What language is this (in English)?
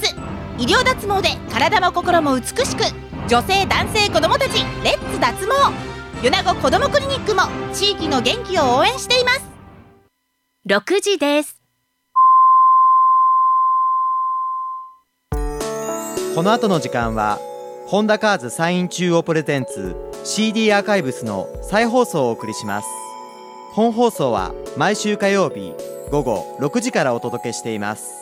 Japanese